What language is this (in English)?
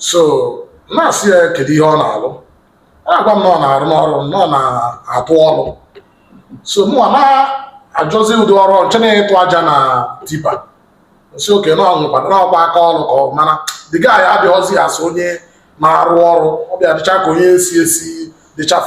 Igbo